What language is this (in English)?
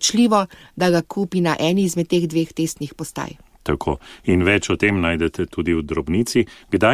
Slovenian